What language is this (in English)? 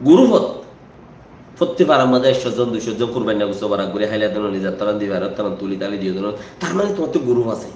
Rohingya